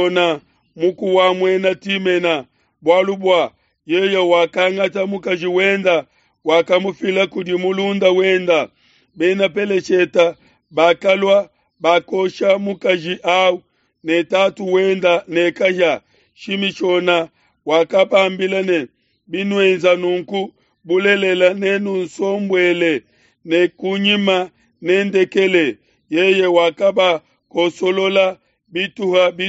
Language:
Luba-Lulua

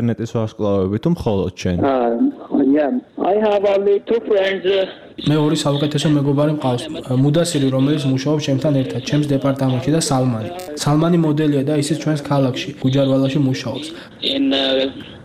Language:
Georgian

